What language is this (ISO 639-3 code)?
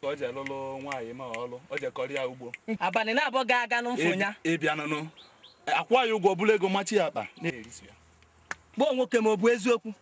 ibo